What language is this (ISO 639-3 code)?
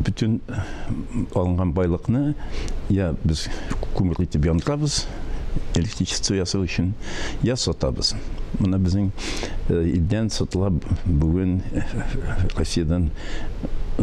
tat